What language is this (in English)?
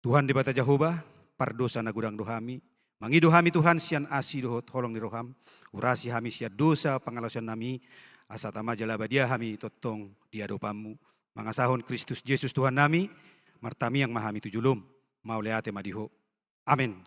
Batak Toba